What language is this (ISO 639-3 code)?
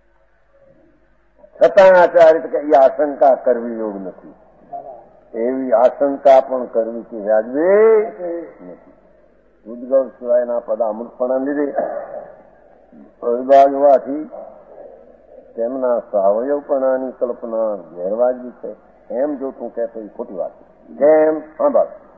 guj